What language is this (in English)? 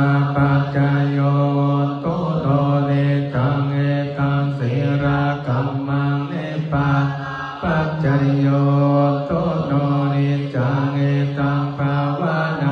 Pali